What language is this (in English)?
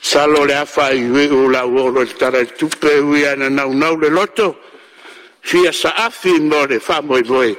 Samoan